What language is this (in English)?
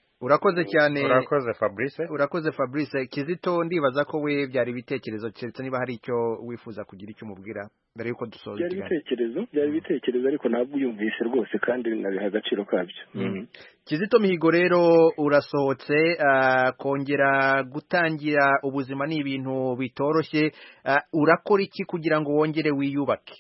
Kinyarwanda